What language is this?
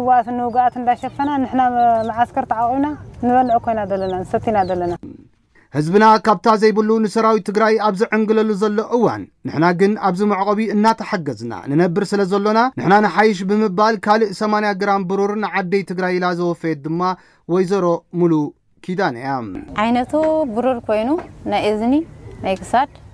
Tigrinya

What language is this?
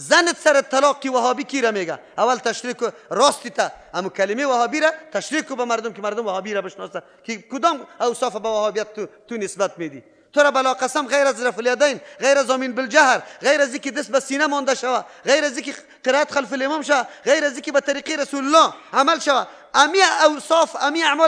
Persian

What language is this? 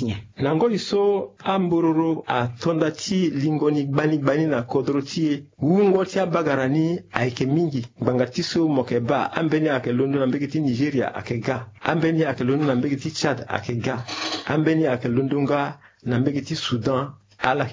Sango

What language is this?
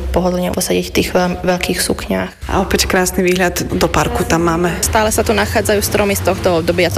Slovak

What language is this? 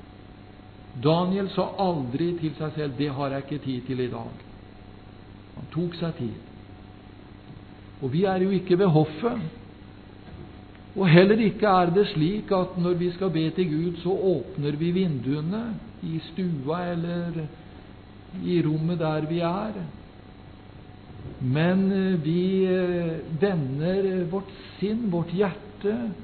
Norwegian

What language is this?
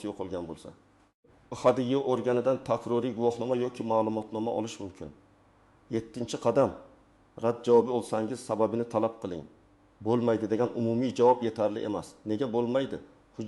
Uzbek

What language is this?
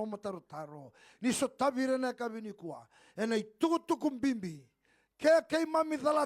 Fijian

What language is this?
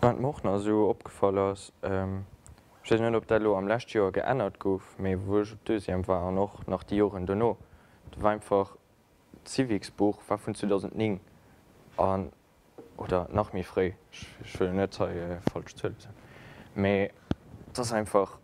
Luxembourgish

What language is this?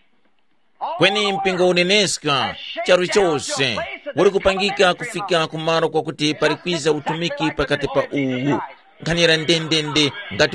Tumbuka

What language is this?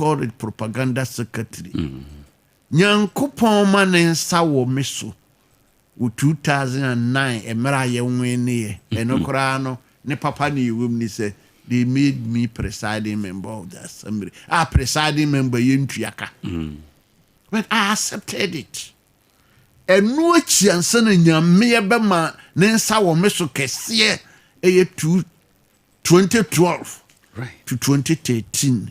Akan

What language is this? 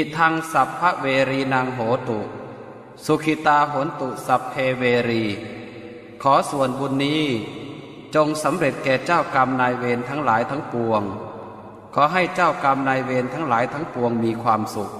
Pali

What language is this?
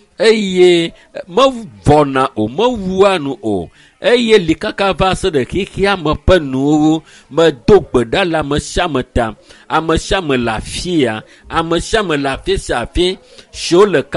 Ewe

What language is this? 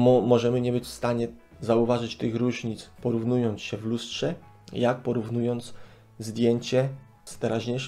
Polish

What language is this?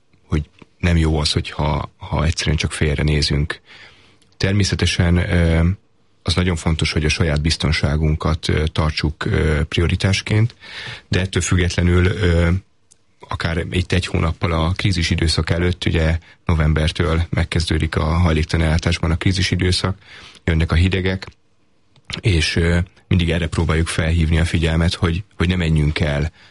Hungarian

